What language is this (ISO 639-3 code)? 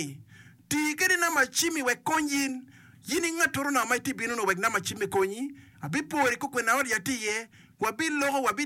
ach